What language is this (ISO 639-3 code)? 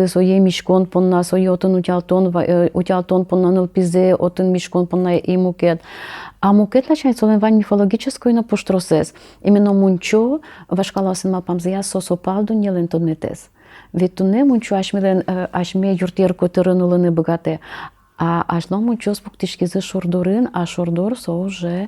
udm